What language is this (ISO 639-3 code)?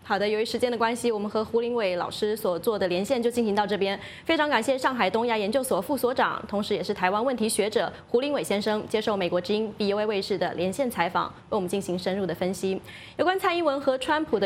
zho